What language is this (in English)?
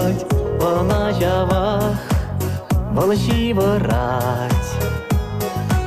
Chuvash